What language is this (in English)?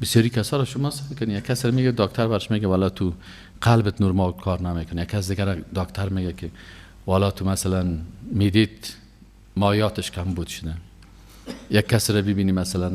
Persian